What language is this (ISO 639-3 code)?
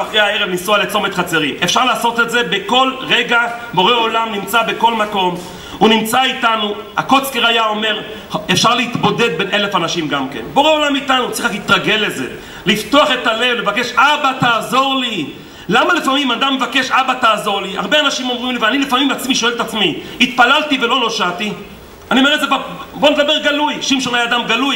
heb